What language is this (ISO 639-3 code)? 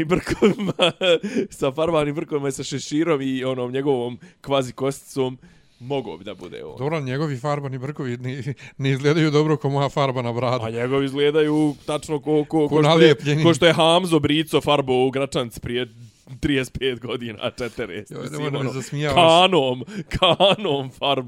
srp